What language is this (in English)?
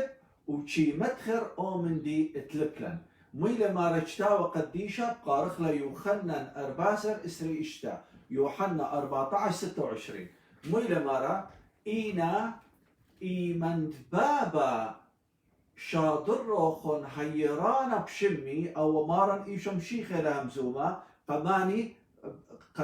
Assyrian Neo-Aramaic